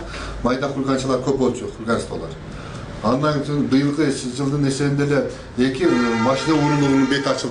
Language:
Kyrgyz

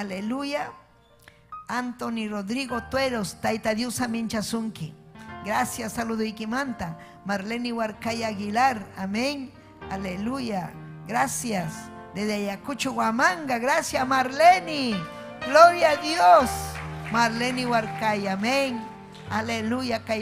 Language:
Ayacucho Quechua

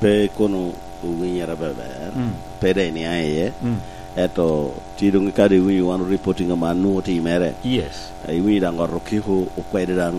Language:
Lango (Uganda)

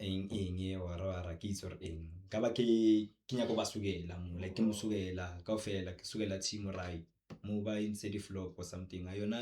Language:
Zulu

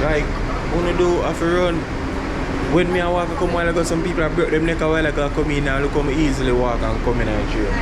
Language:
Jamaican Creole English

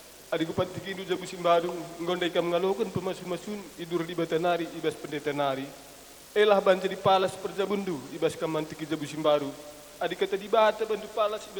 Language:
Batak Karo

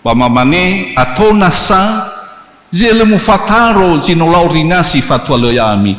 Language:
Nias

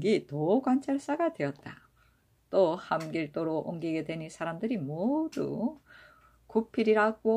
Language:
Korean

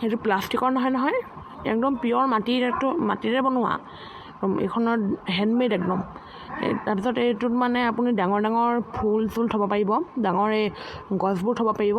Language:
Assamese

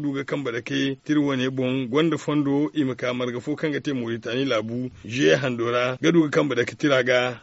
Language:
Zarma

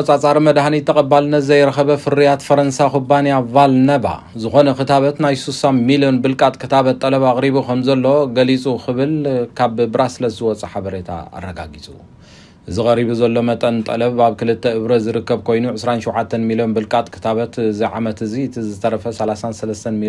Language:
Tigrinya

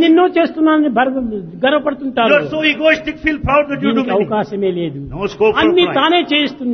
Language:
Telugu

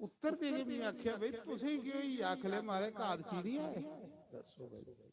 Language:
Dogri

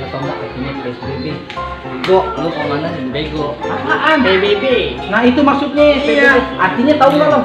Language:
Betawi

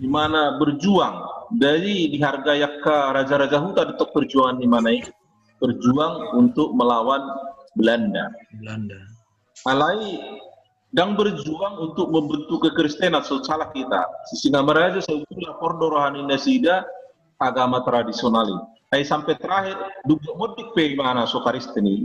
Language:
Batak Toba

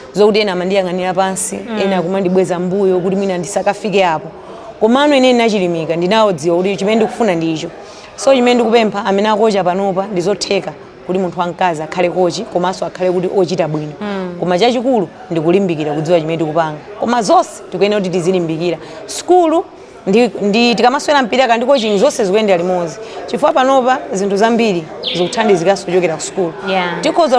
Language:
Nyanja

